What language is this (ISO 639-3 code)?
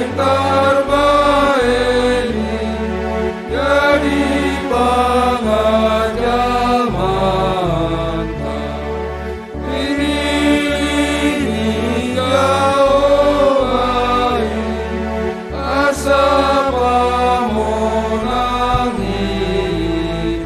bts